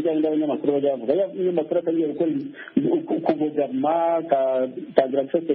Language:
Kinyarwanda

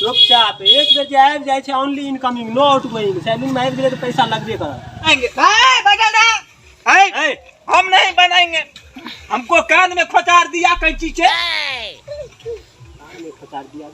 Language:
Maithili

